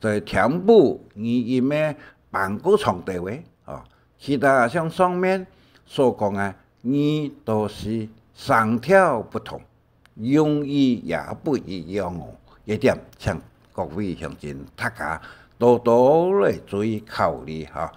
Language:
Hakka Chinese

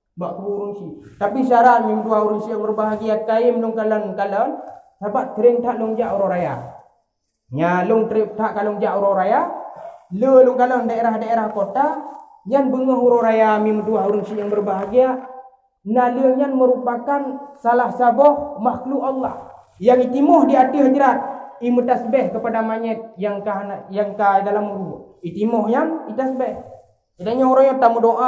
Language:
Achinese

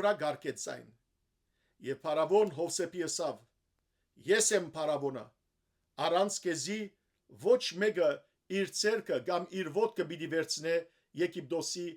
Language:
Western Armenian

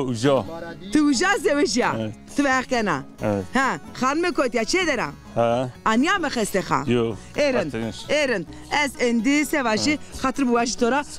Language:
Zaza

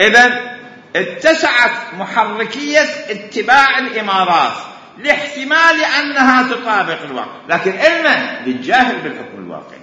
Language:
Mesopotamian Arabic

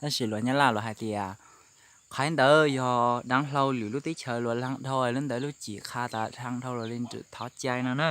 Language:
Hmong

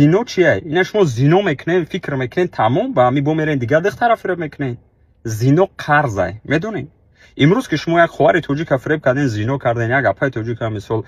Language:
Tajik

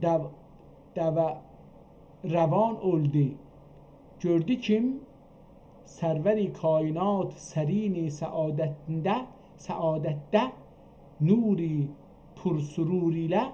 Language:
South Azerbaijani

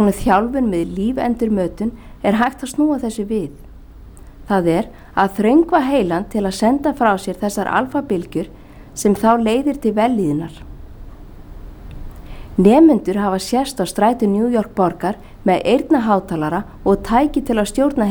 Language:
Icelandic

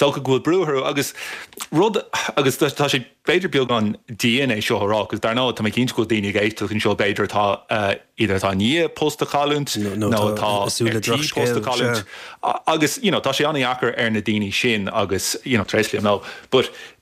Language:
Irish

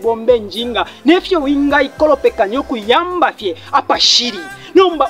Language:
Bemba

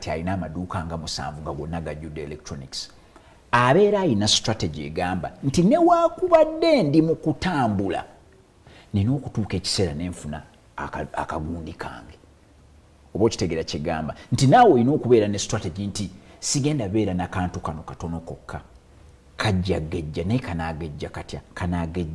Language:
Ganda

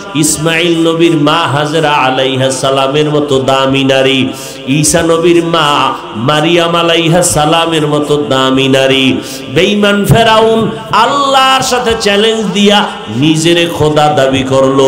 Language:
Bangla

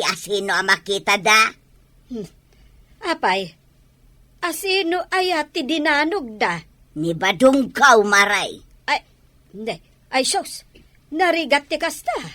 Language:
Iloko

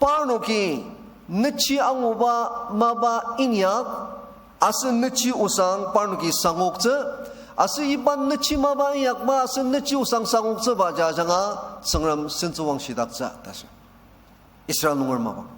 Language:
Ao Naga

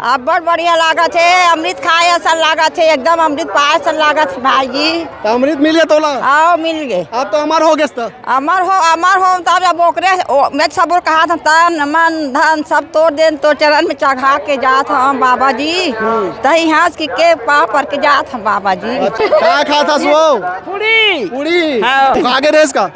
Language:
Chhattisgarhi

